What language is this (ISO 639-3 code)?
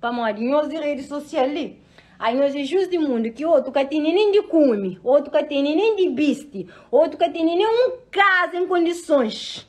kea